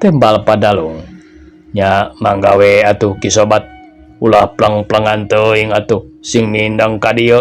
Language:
Sundanese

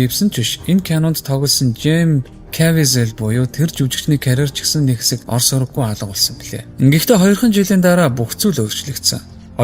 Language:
Mongolian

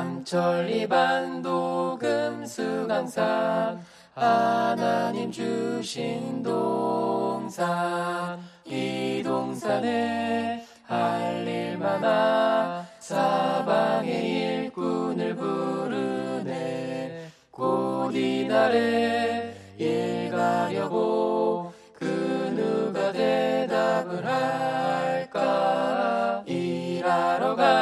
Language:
Korean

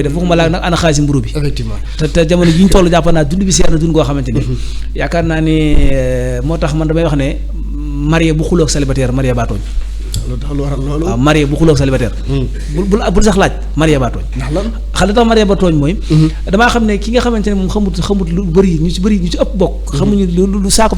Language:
Wolof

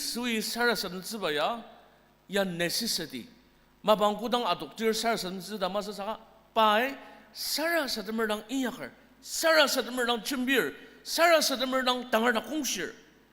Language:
Ao Naga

